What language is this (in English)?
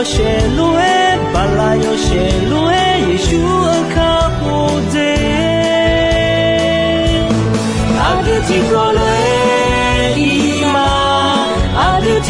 Akha